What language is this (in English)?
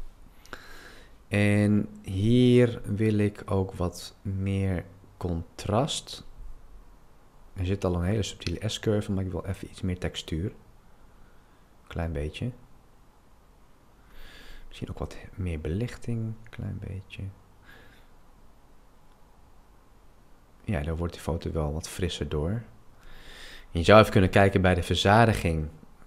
Dutch